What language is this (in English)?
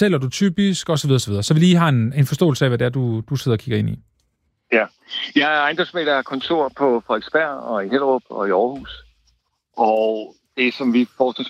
Danish